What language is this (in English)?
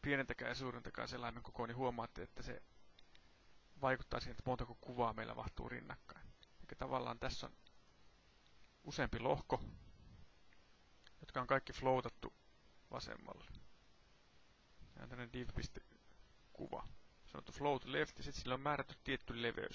Finnish